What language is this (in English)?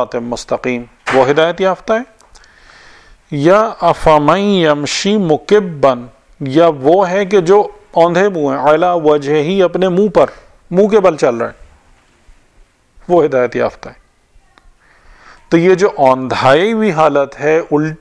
Urdu